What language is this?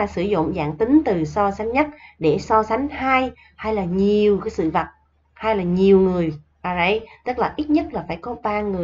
Vietnamese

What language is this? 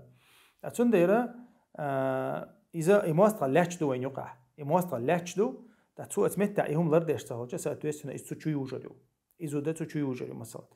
Chechen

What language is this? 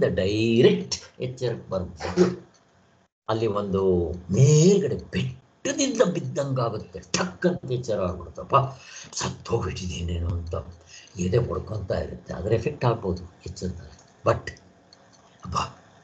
Kannada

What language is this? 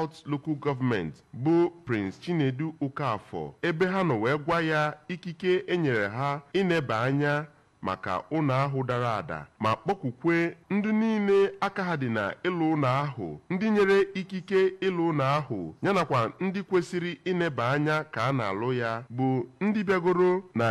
Igbo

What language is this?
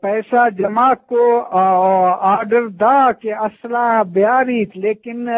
Eastern Balochi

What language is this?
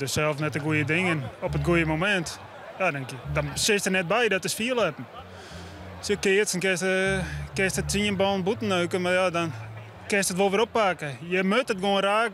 Western Frisian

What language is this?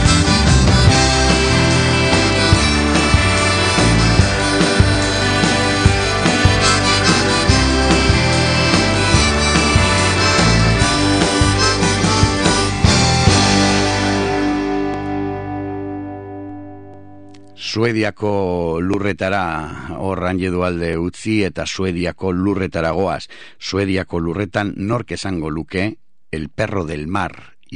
Basque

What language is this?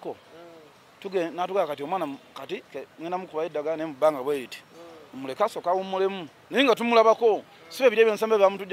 Ganda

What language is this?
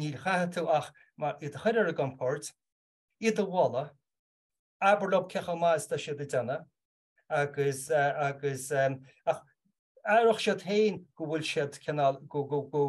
Irish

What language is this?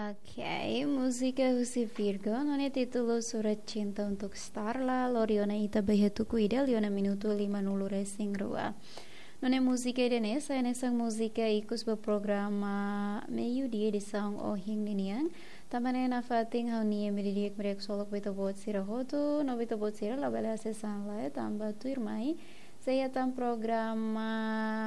Tetum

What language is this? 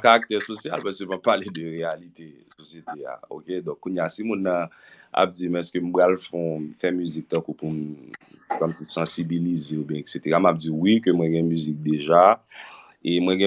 Haitian Creole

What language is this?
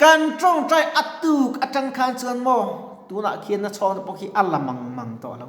Mizo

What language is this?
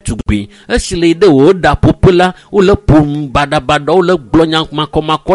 Ewe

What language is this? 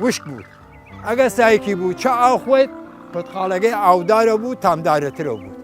Southern Kurdish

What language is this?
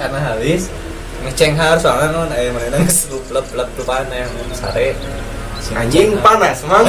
Sundanese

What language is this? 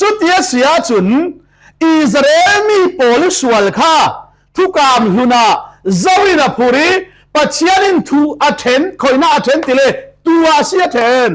Falam Chin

